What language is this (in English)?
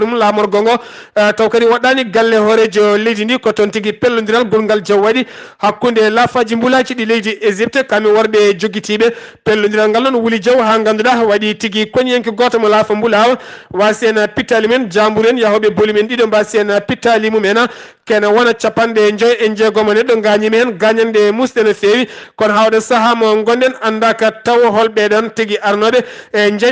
Fula